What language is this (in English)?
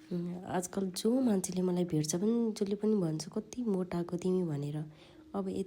Nepali